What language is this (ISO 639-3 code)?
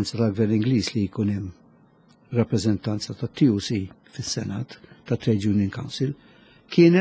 mlt